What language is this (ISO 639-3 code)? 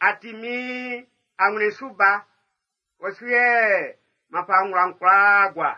bci